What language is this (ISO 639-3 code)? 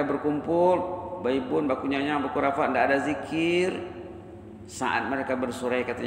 msa